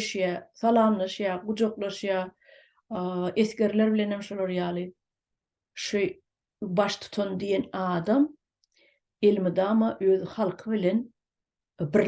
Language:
Turkmen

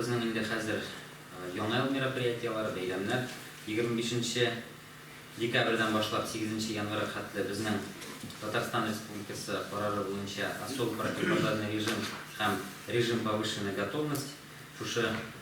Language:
Tatar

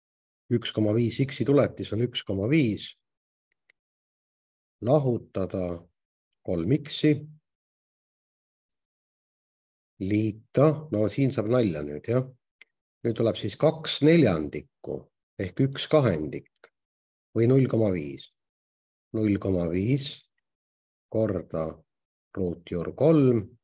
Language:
Estonian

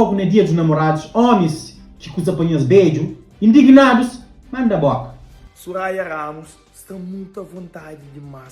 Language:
Kabuverdianu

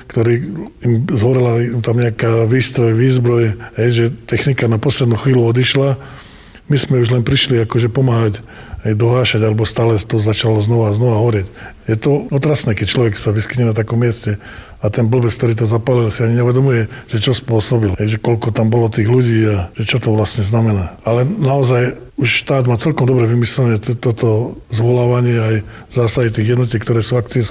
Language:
Slovak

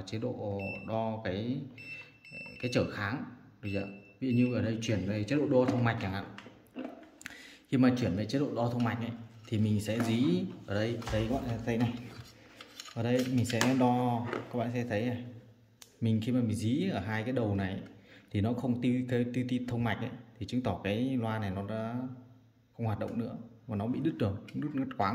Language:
Vietnamese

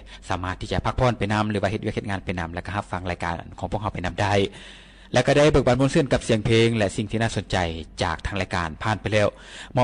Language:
Lao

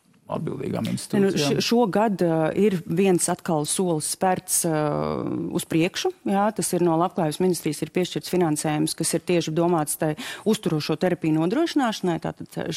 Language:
Latvian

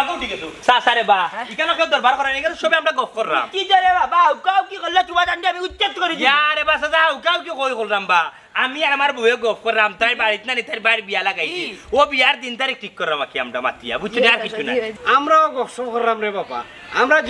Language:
Sylheti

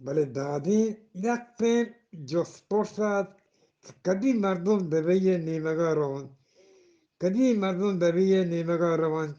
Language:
Eastern Balochi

